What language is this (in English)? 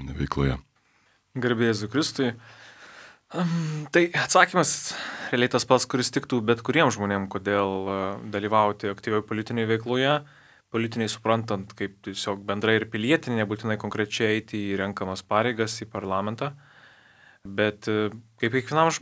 Lithuanian